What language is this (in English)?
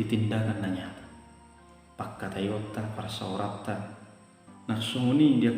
Batak Toba